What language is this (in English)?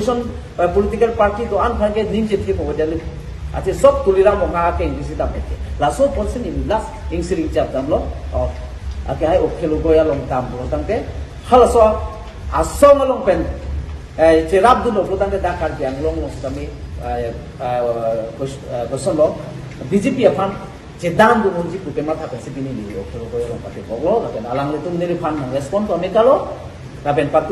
Karbi